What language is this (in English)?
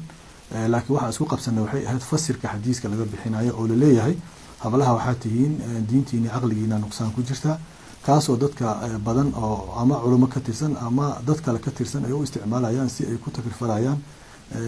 Somali